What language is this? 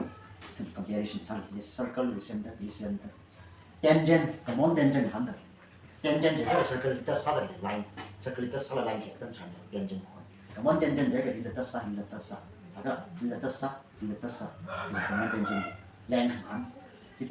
Tangkhul Naga (India)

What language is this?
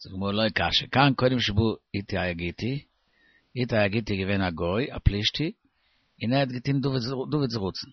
Yiddish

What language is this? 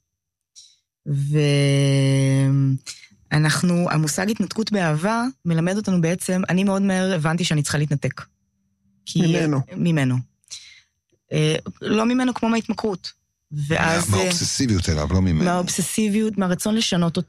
Hebrew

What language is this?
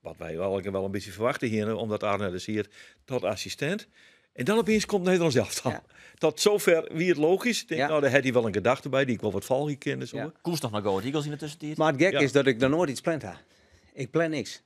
Western Frisian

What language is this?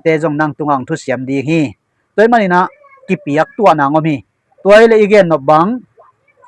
Tedim Chin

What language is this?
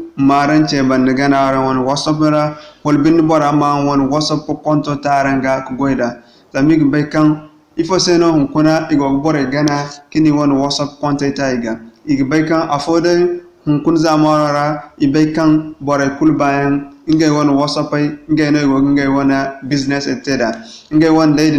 Zarma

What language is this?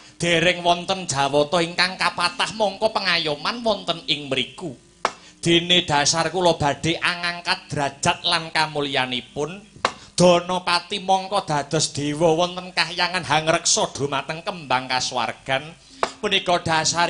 Javanese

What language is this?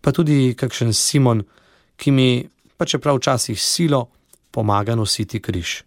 Slovenian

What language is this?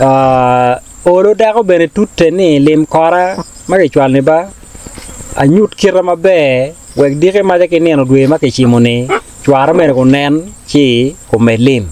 Acoli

